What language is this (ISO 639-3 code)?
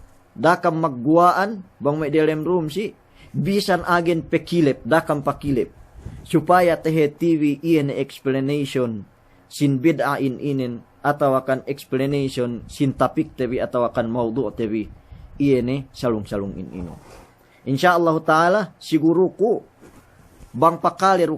yka